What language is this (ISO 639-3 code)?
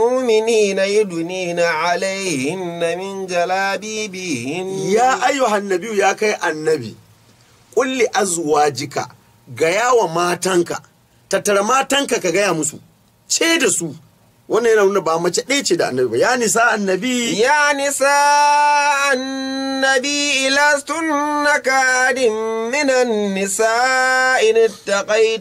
hau